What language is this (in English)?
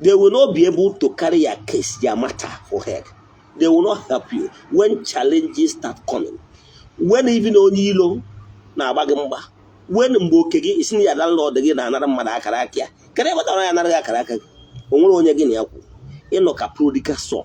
Igbo